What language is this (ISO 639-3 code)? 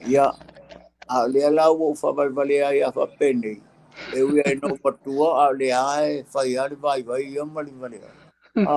smo